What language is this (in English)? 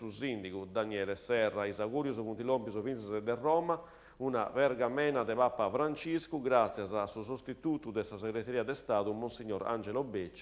Sardinian